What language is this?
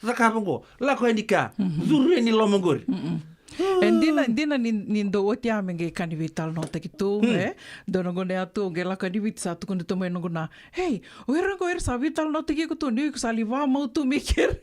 Fijian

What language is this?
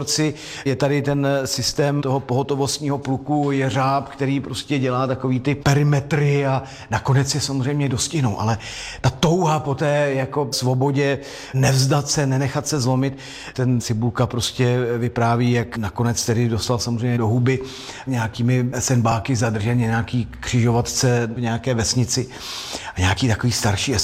Czech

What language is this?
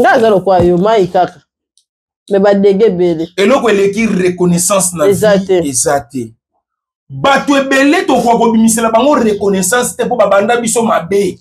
Lingala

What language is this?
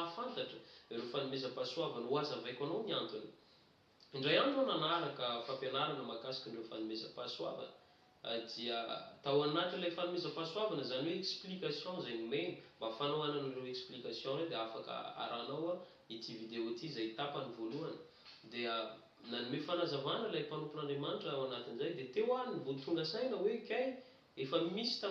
Malagasy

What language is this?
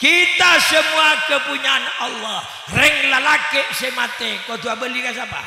Madurese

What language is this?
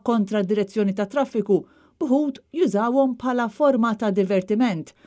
Maltese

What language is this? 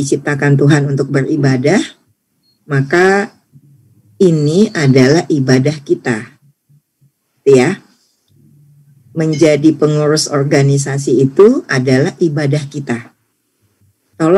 Indonesian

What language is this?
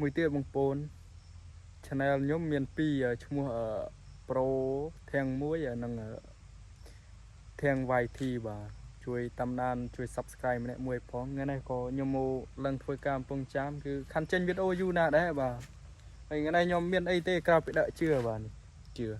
Khmer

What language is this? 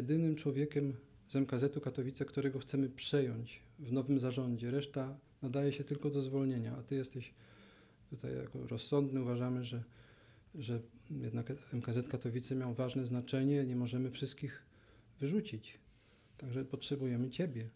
Polish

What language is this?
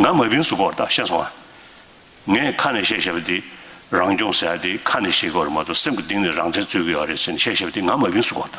Tibetan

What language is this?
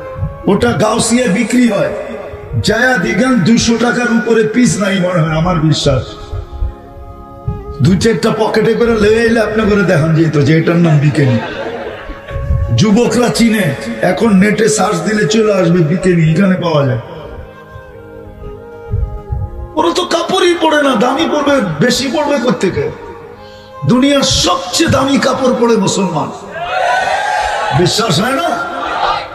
Bangla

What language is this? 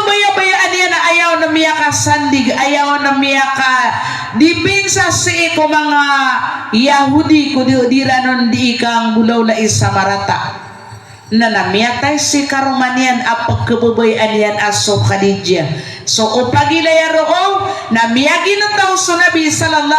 Maranao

